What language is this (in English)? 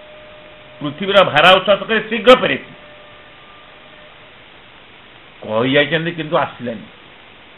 Odia